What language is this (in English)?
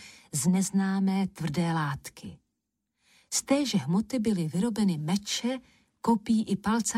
Czech